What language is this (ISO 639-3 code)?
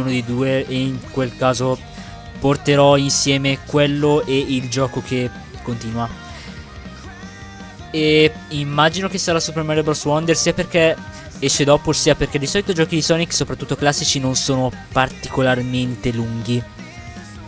ita